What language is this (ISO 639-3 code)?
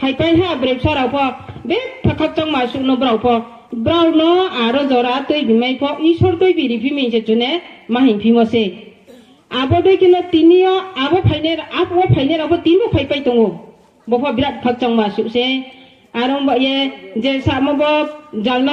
ria